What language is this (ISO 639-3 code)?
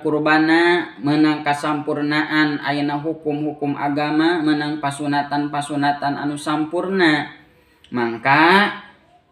sun